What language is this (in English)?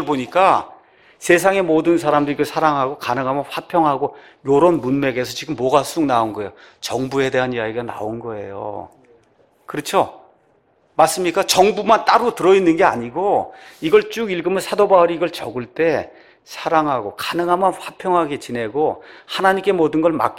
Korean